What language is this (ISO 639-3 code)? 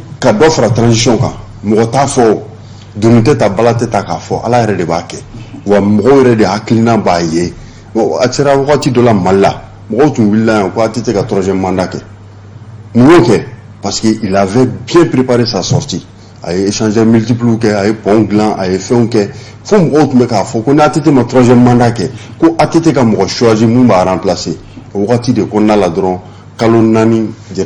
bam